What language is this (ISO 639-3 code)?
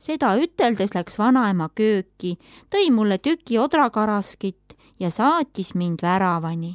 est